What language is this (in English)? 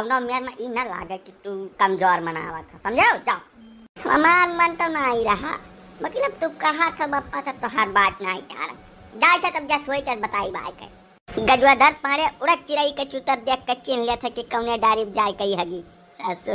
Awadhi